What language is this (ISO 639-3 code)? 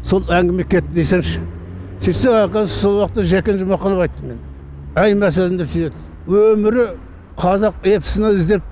kaz